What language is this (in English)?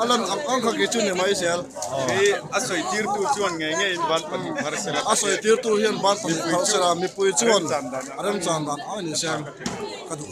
Mizo